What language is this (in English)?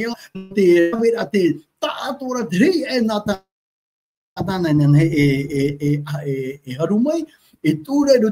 Tahitian